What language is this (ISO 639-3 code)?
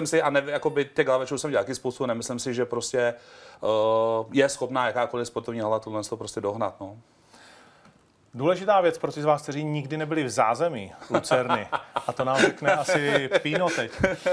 ces